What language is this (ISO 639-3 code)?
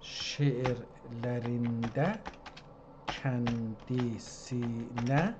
azb